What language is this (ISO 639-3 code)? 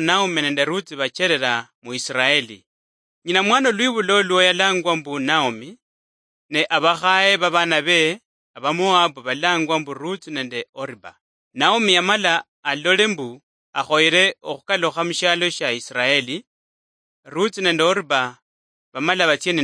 luy